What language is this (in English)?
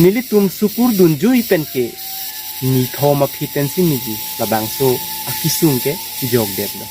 Karbi